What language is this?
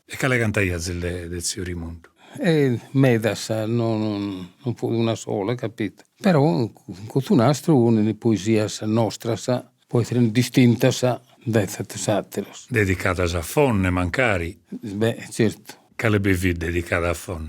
Sardinian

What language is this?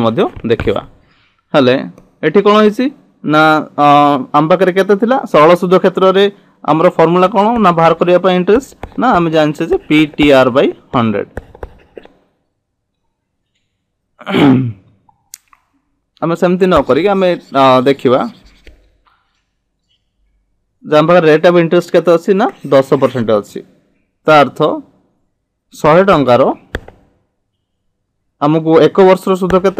Odia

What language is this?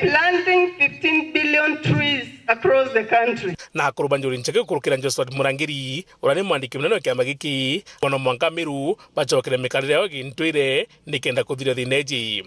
Meru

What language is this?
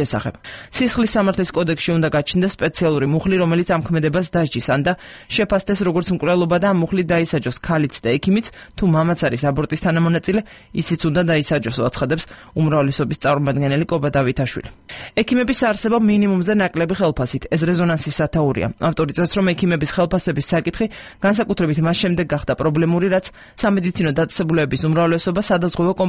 Georgian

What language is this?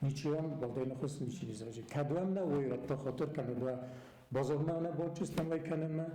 Ossetic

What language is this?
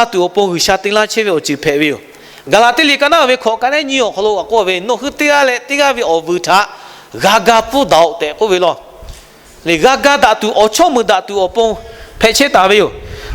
Lahu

